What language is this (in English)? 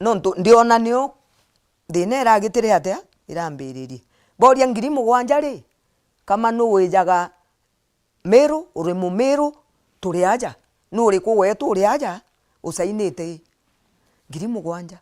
Meru